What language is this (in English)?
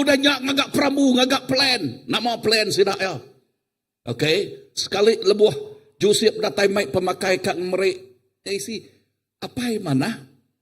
Iban